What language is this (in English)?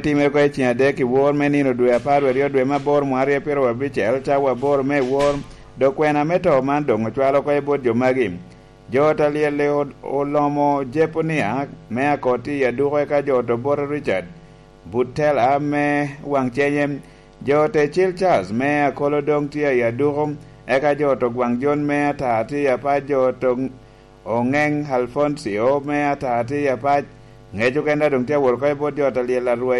Lango (Uganda)